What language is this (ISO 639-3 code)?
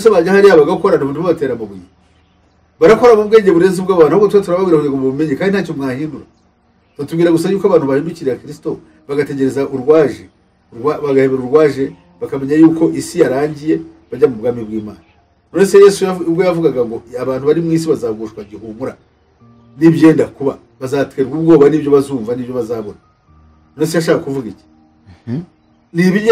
kin